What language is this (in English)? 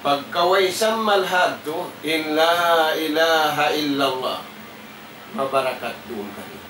Tausug